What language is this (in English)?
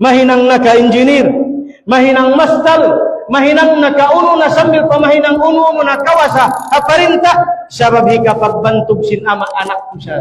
Tausug